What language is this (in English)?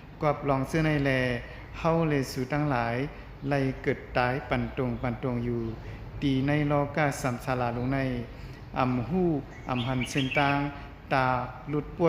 Shan